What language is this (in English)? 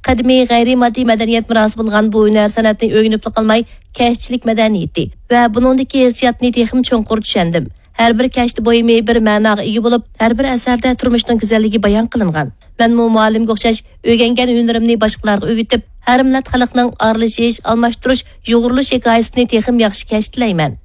Uyghur